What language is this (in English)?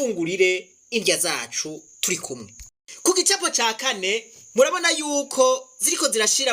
Rundi